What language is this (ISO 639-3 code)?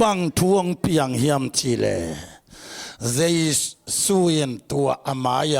ctd